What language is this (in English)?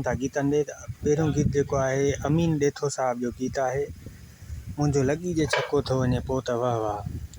Sindhi